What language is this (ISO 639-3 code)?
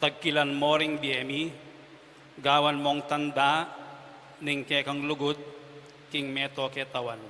pam